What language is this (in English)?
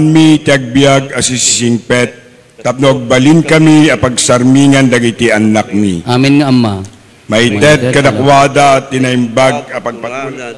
Iloko